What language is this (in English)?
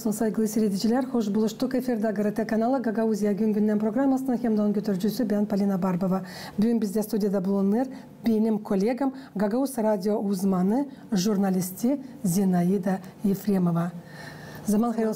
Gagauz